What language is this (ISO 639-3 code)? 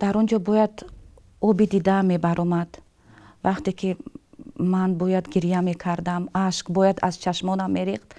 tgk